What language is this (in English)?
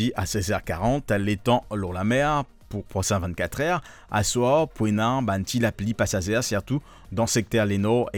Morisyen